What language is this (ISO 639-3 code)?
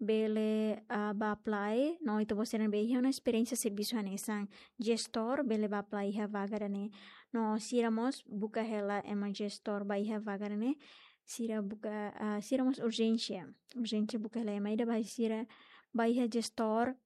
tet